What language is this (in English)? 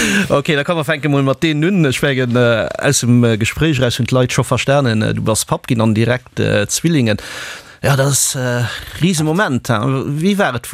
Luxembourgish